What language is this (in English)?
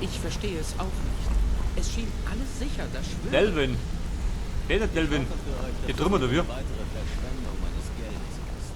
Bavarian